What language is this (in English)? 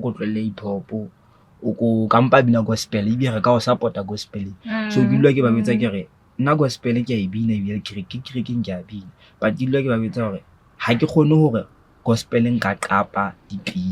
Southern Sotho